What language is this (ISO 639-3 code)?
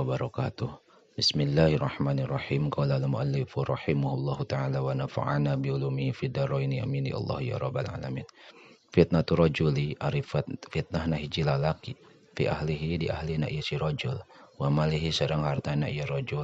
sun